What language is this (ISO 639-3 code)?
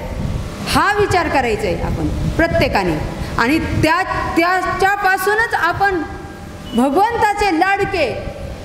mar